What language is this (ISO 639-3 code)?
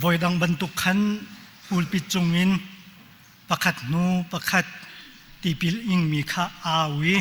cnh